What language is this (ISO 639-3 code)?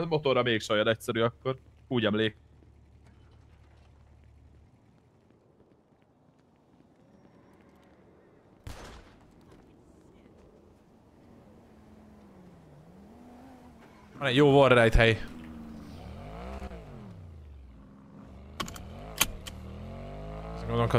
hun